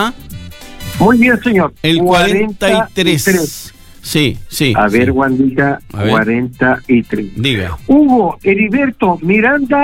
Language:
Spanish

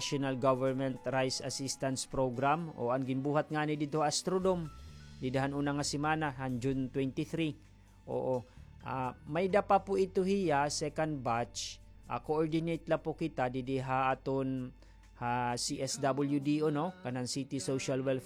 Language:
Waray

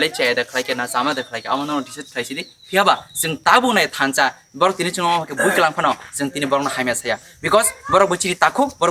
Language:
Kok Borok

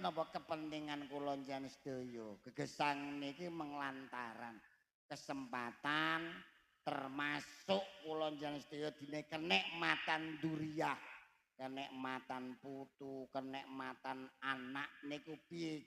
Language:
Javanese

